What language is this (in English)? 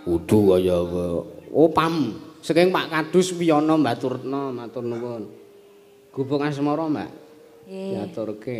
Javanese